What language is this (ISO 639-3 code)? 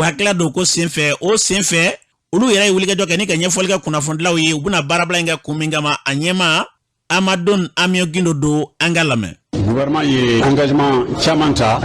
bam